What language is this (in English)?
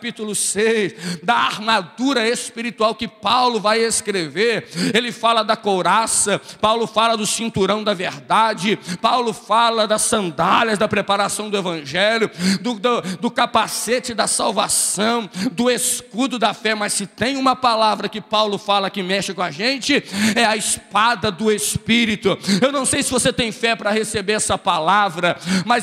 Portuguese